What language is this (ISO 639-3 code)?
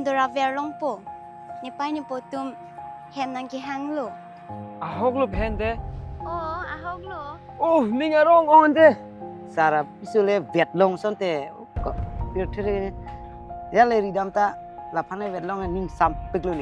mjw